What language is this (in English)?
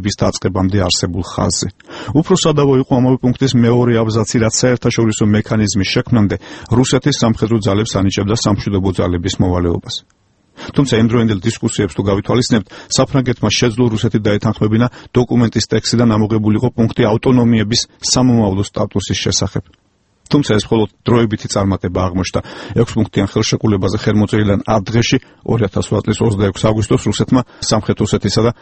Georgian